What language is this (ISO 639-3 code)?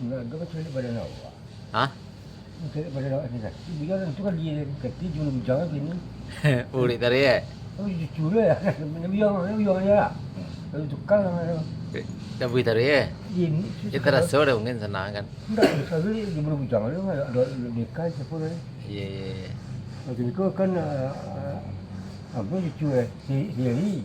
min